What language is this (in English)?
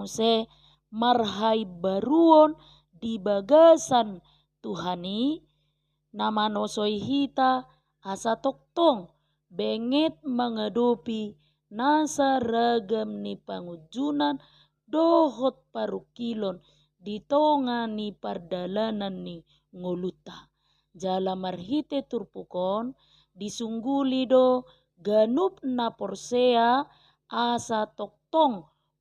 Batak Toba